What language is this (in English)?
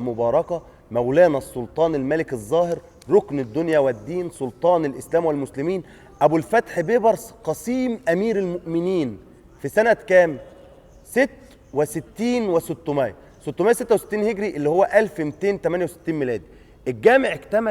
Egyptian Arabic